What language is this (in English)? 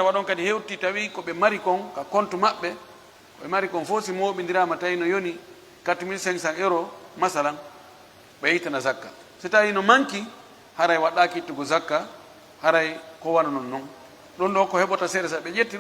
Pular